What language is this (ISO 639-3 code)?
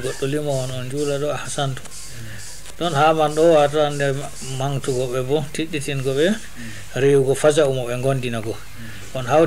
ful